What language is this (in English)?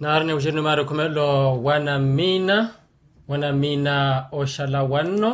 Makhuwa